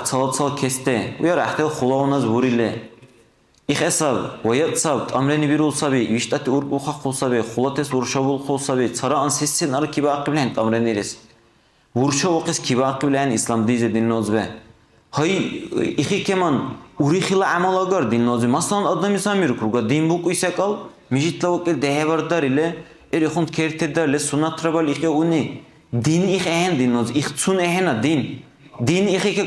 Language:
Dargwa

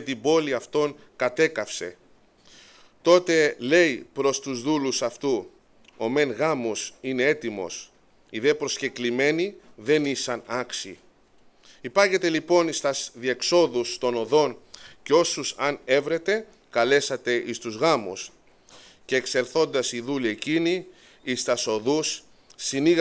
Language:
Greek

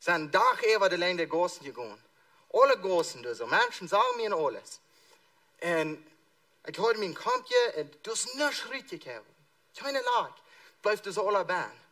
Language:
Plautdietsch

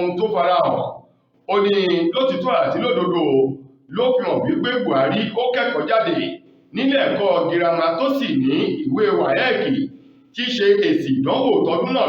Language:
Yoruba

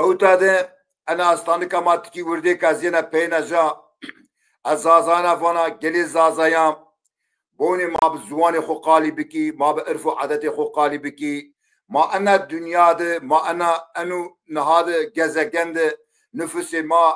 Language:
Zaza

